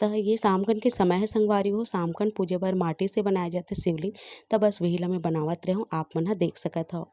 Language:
Chhattisgarhi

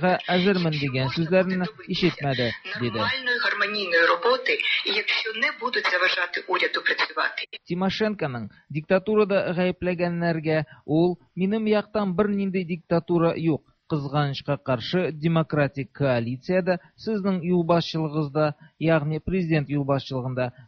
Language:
Tatar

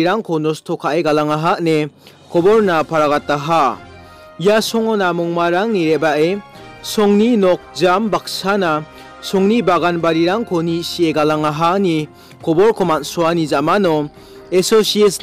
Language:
Garo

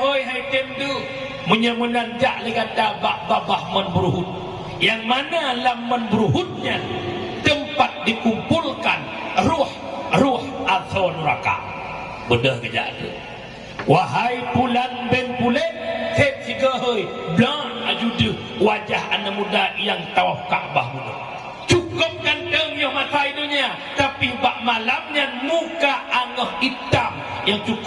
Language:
Achinese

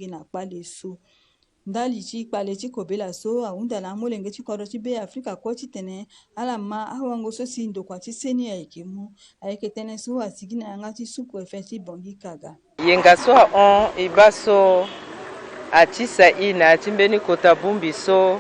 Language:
Sango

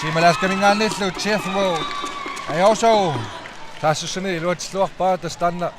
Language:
Kalaallisut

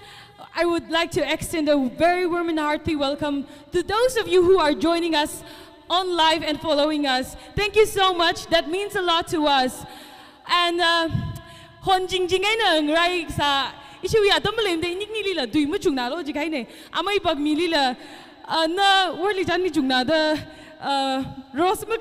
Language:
Tangkhul Naga (India)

